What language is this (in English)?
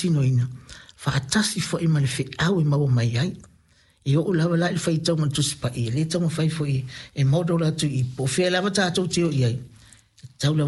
Samoan